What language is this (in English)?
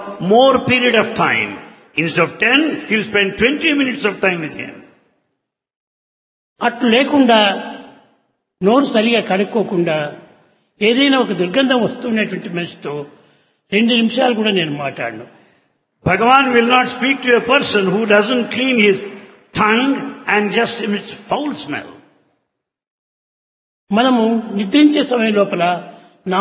Telugu